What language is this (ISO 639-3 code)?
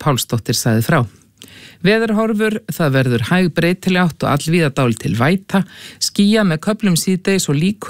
isl